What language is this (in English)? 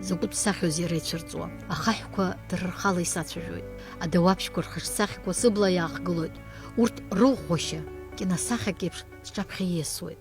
Abkhazian